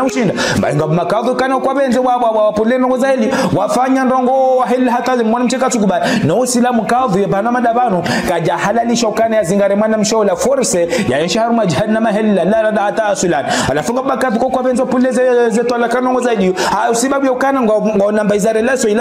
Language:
Ngazidja Comorian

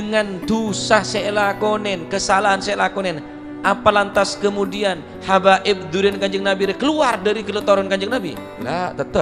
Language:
Madurese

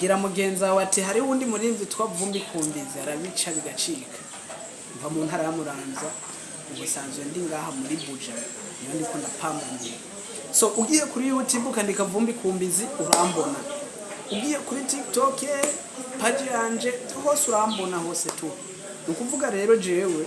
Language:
Rundi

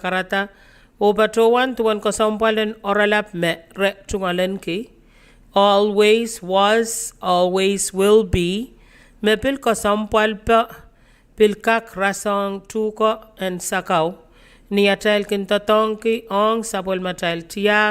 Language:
Pohnpeian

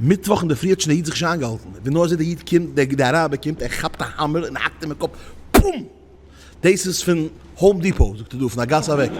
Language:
Yiddish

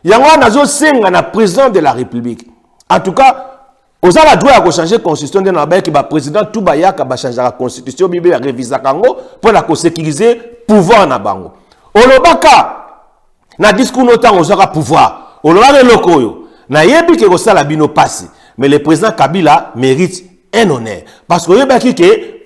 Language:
Lingala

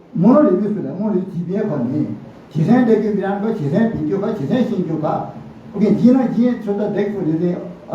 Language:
Newari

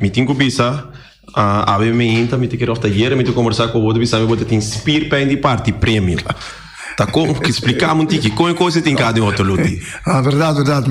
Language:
Papiamento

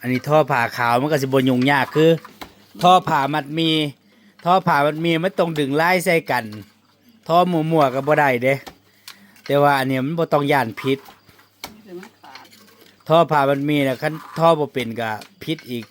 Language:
Northeastern Thai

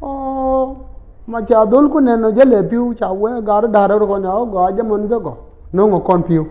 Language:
Nuer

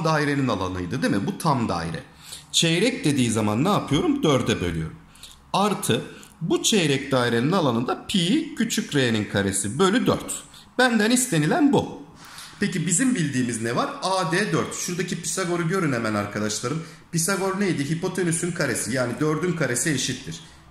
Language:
Turkish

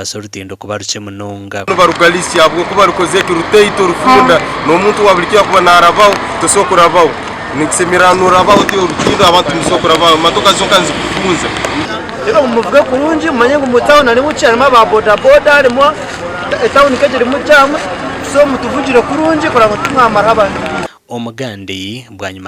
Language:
Nyankole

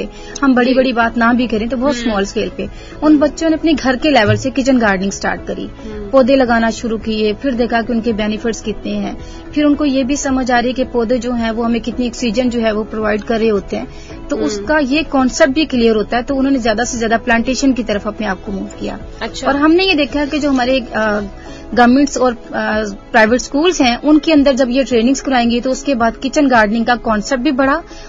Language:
Urdu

